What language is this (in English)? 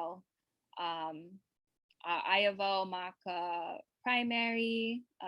Hawaiian